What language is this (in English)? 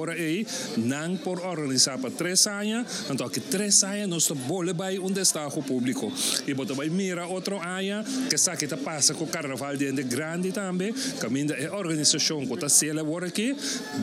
Papiamento